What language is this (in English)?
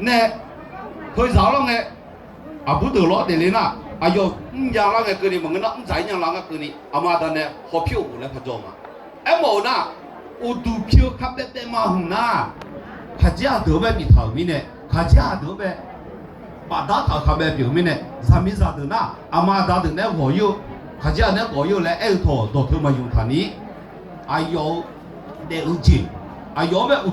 Akha